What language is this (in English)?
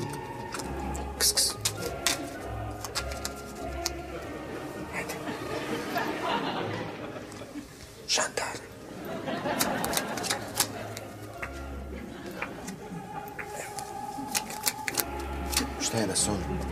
Bosnian